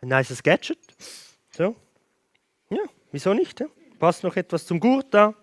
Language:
Swiss German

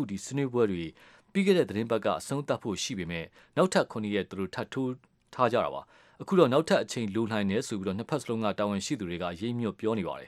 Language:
Burmese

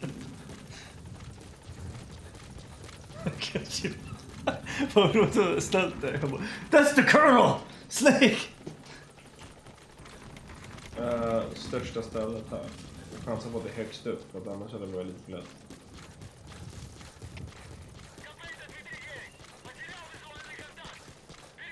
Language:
Swedish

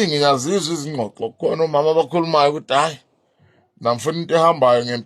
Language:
Zulu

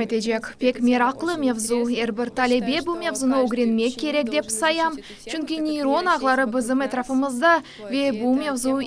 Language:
Crimean Tatar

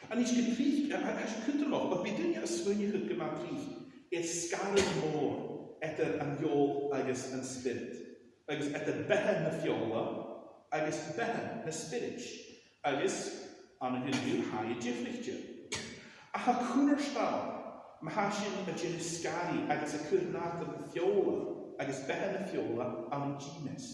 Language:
Scottish Gaelic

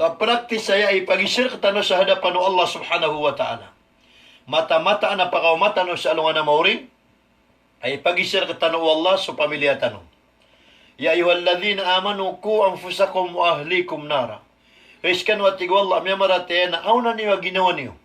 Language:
Maranao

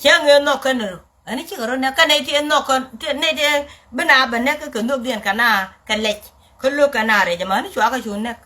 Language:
Nuer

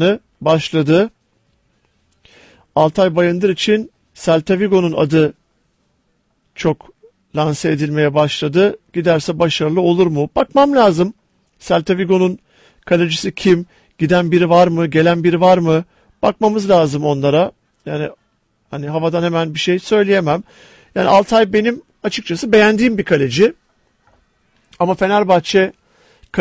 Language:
Turkish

